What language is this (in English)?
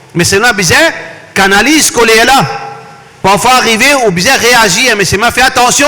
Morisyen